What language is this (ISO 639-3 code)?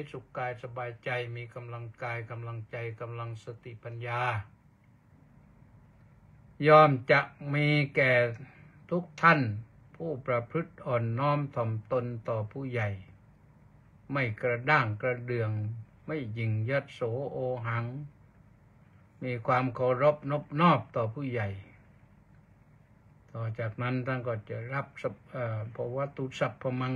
tha